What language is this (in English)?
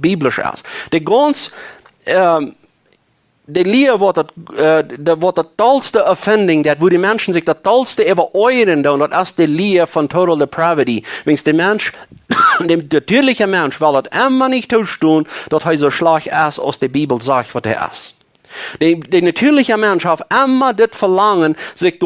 Plautdietsch